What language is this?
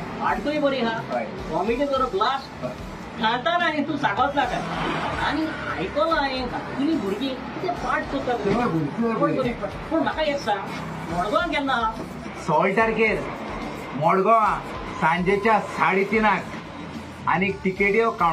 Konkani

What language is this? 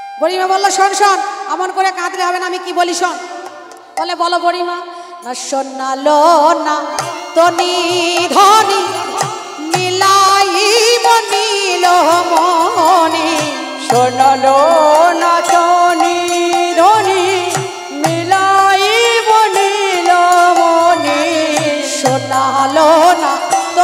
Bangla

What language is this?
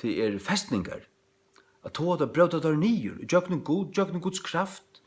Faroese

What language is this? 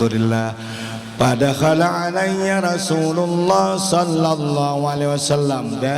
Banjar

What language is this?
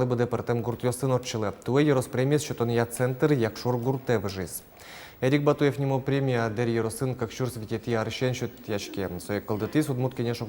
Udmurt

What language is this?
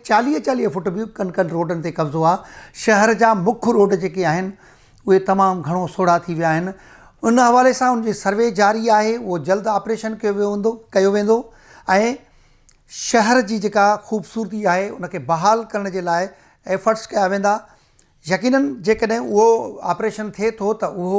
Sindhi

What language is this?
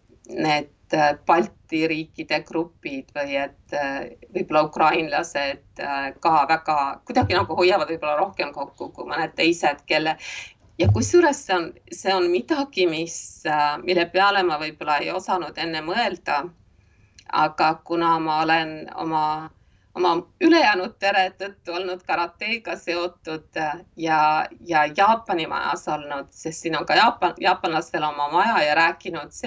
Estonian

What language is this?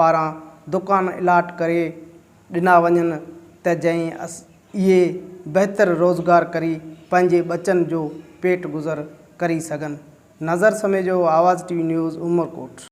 Sindhi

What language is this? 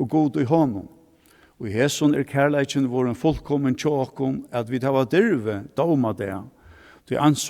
Faroese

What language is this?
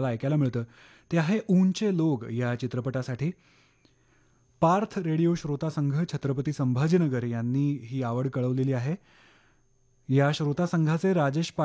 Marathi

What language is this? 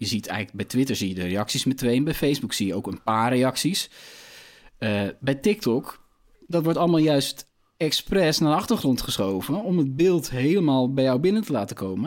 Dutch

